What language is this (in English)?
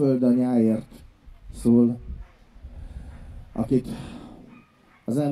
Hungarian